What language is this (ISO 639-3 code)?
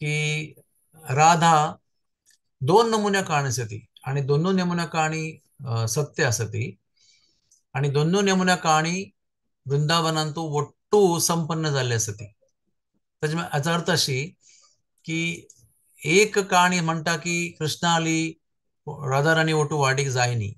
kok